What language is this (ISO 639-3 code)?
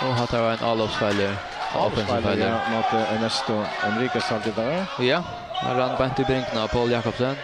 fao